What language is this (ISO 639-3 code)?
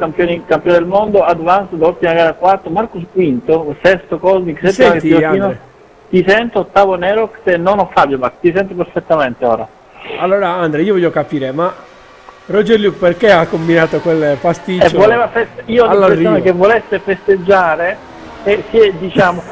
ita